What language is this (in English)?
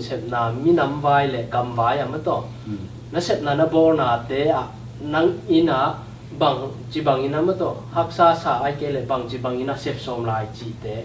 Tedim Chin